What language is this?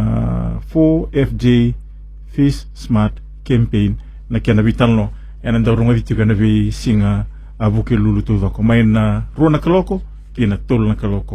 Fijian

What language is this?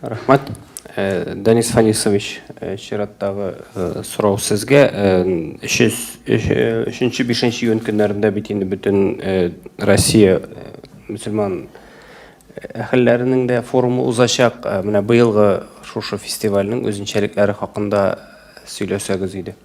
Tatar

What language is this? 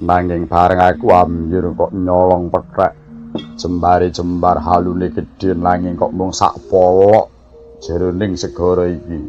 Javanese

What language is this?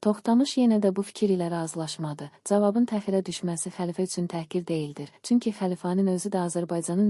Azerbaijani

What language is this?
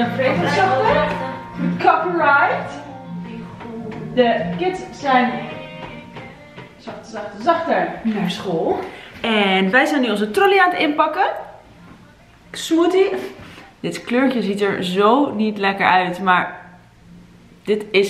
Dutch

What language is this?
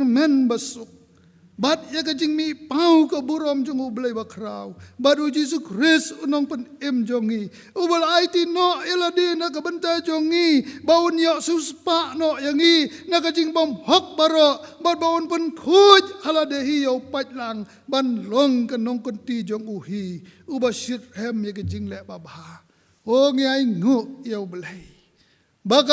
Khasi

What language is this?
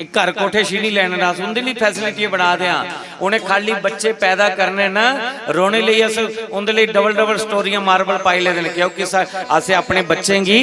Dogri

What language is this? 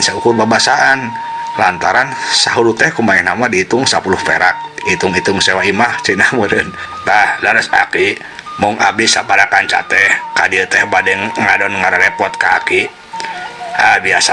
Sundanese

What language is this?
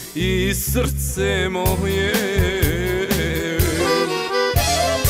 Serbian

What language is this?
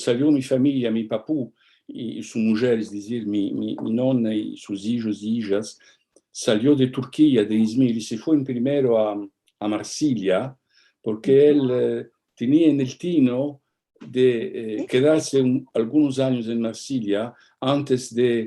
Ladino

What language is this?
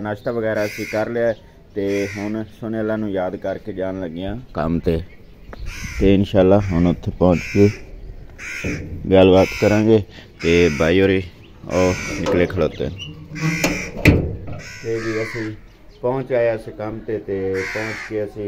Punjabi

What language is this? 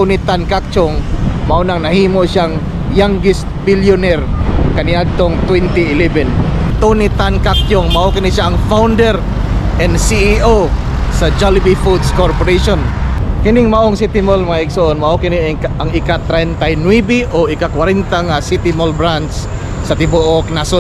Cebuano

